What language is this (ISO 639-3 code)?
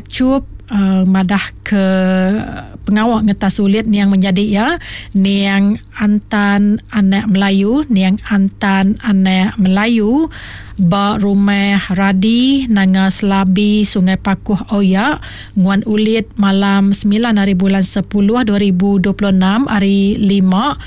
iba